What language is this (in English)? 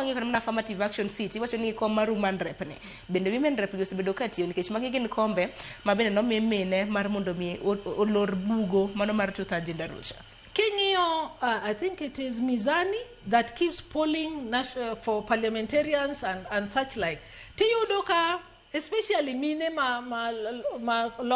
Luo (Kenya and Tanzania)